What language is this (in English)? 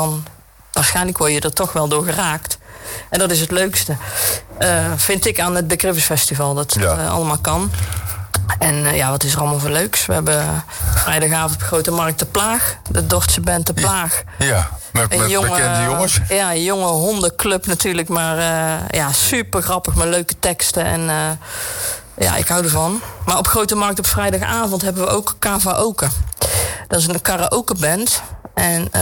Dutch